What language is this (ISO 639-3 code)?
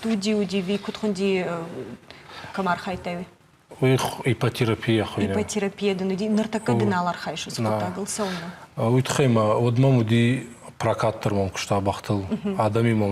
oss